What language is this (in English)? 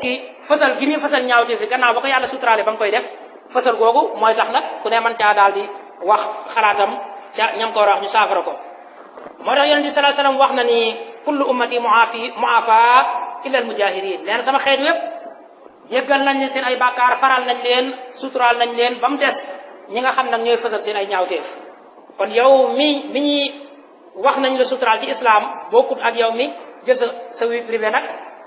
Wolof